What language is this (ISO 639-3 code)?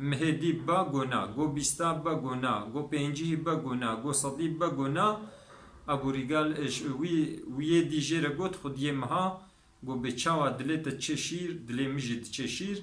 kur